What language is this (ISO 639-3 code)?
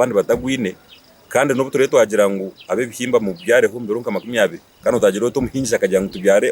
nyn